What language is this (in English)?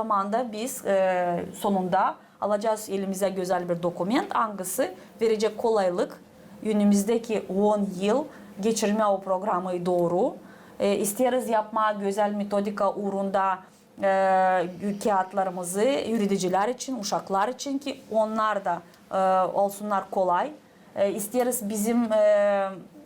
Gagauz